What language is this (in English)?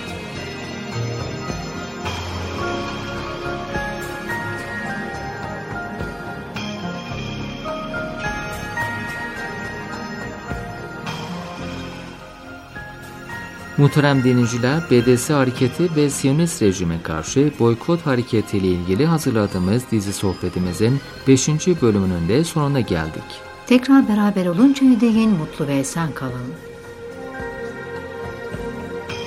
Turkish